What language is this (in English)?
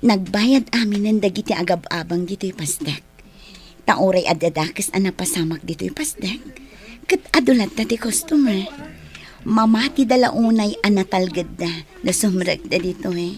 Iloko